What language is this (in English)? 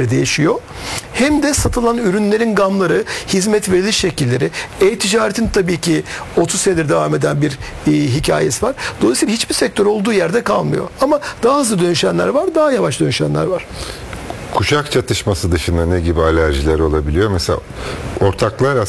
Turkish